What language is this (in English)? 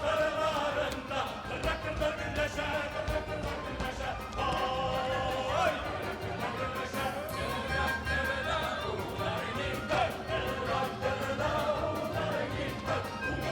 Bashkir